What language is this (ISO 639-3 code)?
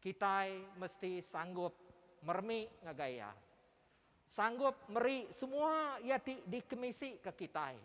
iba